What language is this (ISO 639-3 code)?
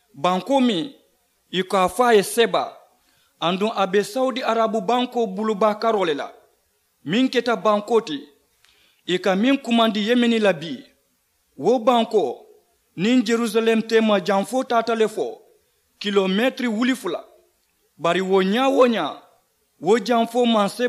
man